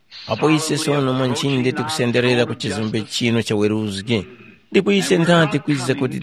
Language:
Tumbuka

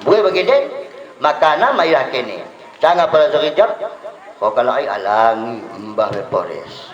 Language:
Batak Dairi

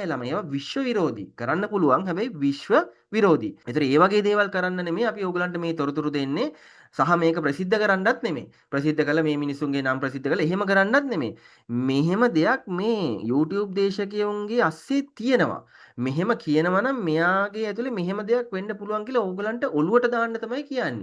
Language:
Sinhala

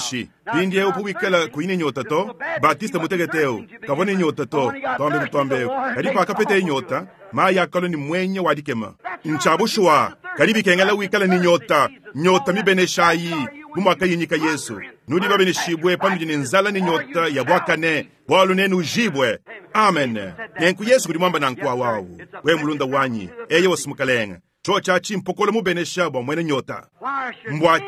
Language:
Luba-Lulua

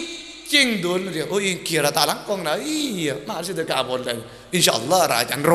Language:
Madurese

